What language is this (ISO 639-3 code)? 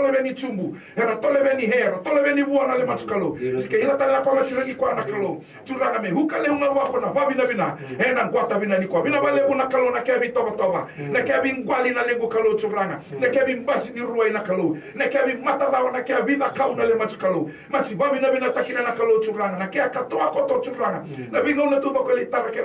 fij